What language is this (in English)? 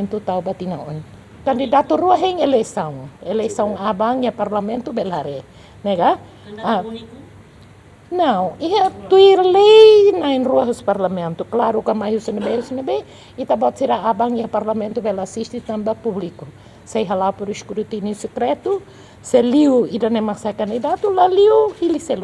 Tetum